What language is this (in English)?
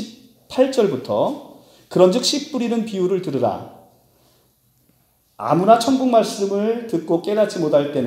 Korean